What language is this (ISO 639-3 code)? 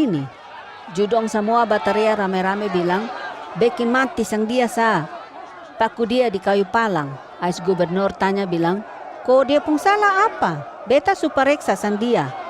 mkn